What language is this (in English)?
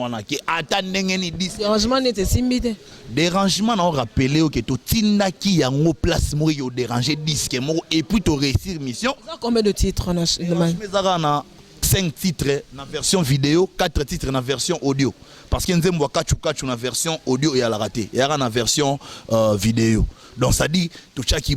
Lingala